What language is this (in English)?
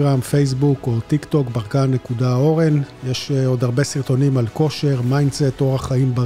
Hebrew